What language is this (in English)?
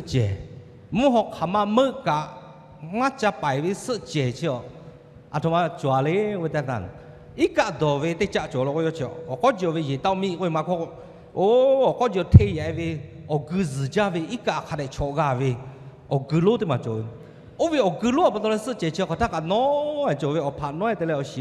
Lahu